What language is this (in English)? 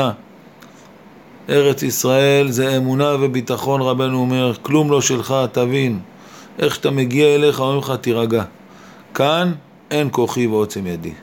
Hebrew